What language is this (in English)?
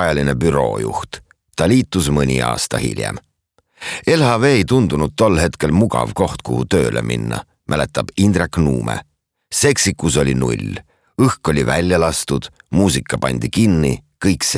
Estonian